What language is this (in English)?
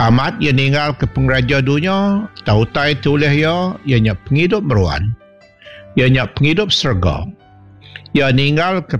Iban